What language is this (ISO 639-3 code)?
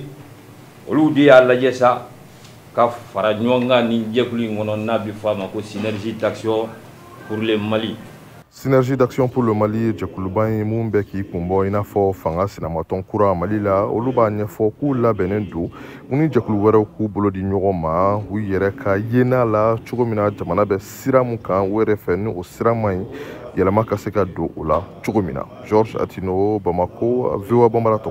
bam